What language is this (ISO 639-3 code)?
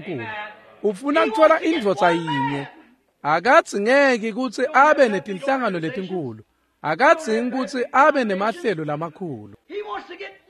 ssw